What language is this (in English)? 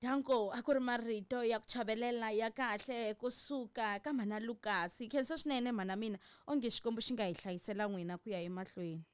Tsonga